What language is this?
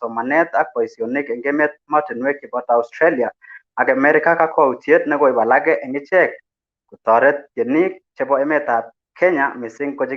Kalenjin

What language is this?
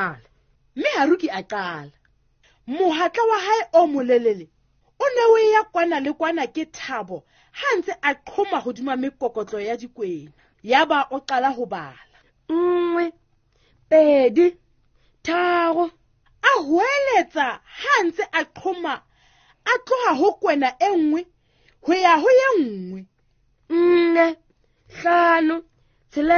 Southern Sotho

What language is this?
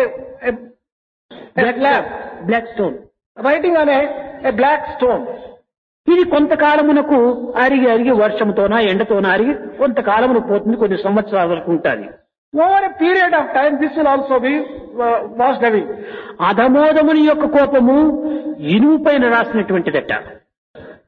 Telugu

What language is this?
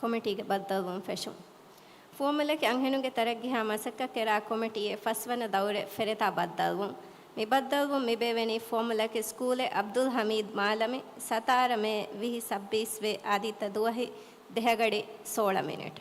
Divehi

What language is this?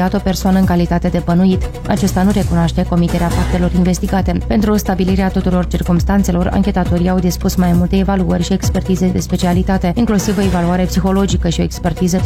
Romanian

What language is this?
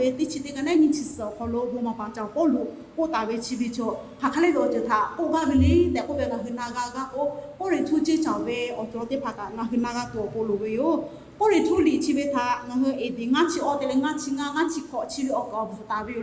Lahu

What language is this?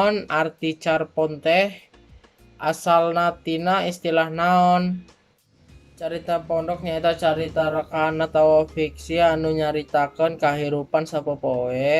Sundanese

